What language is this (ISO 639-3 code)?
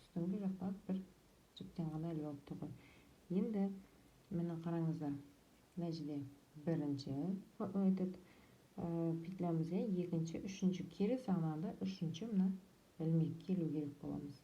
kaz